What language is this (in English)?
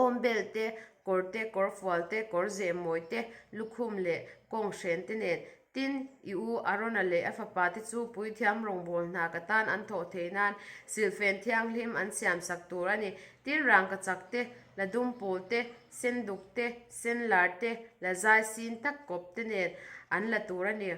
Mizo